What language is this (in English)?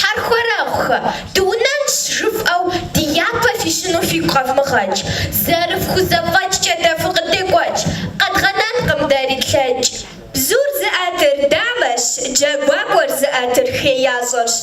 Kabardian